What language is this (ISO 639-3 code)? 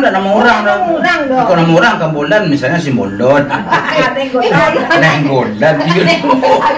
min